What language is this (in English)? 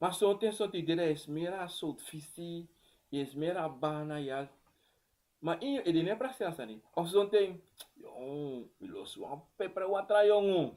Sranan Tongo